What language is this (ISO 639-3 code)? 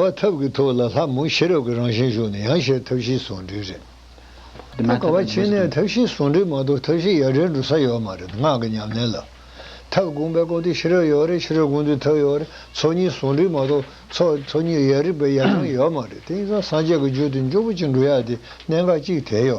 bod